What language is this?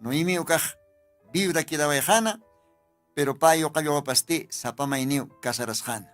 Aymara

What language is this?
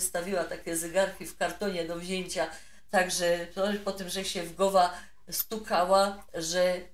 Silesian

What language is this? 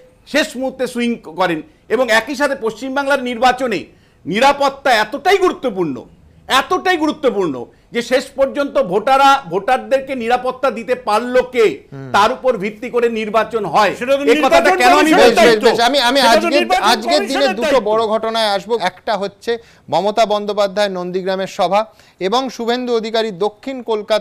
Bangla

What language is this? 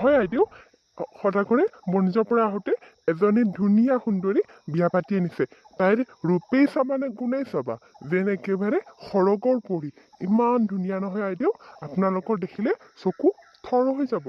Assamese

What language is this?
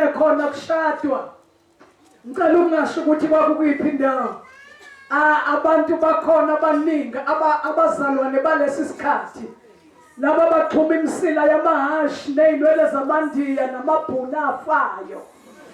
Zulu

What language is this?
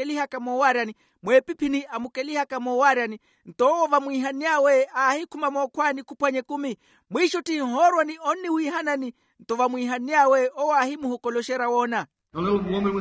Makhuwa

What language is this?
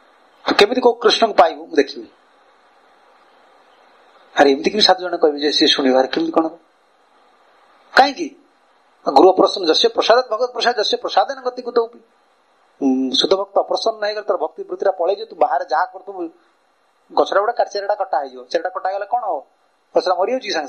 Odia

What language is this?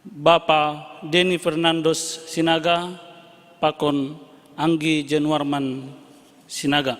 Batak Simalungun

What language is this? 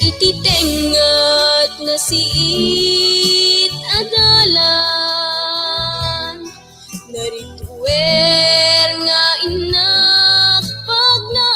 Iloko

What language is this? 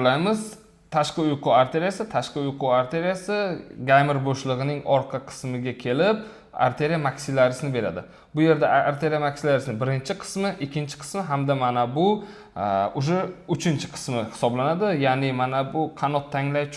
Uzbek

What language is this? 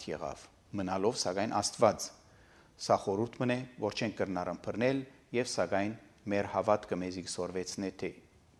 Armenian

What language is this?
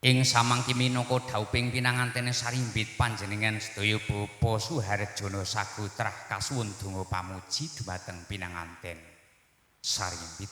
Javanese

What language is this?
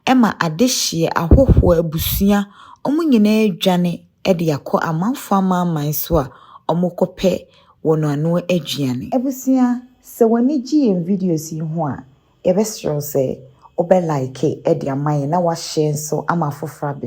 Akan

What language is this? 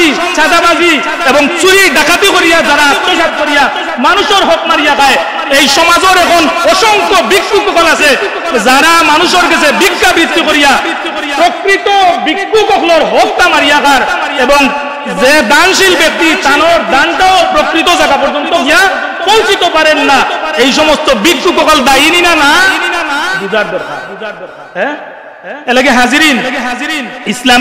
Sylheti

